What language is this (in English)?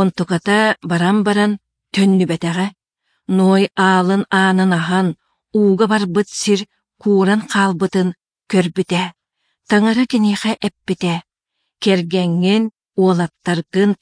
Yakut